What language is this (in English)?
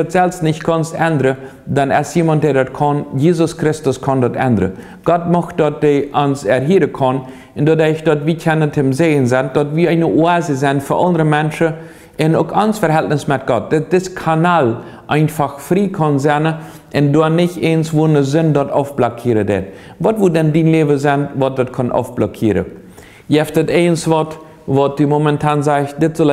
Plautdietsch